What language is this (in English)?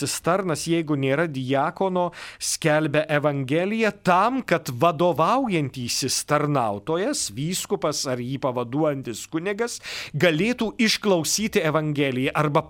Lithuanian